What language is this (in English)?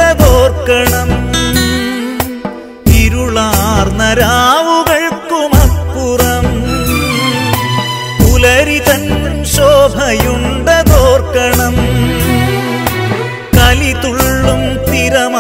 Malayalam